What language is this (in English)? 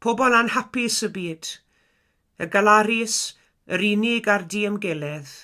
Welsh